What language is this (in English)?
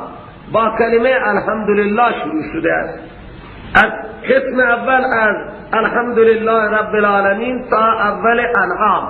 Persian